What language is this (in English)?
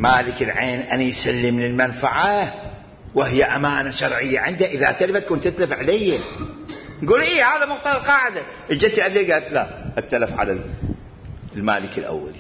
Mesopotamian Arabic